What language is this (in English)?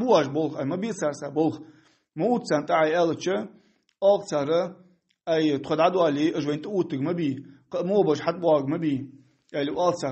Ingush